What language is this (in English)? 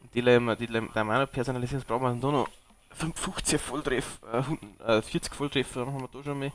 Bavarian